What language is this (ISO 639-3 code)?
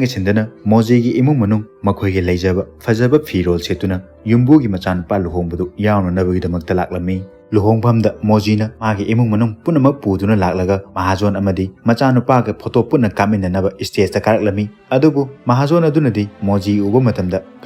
mni